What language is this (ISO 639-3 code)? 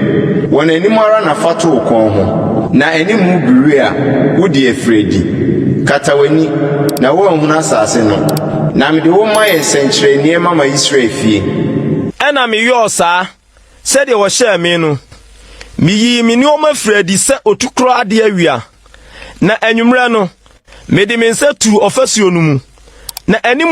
aka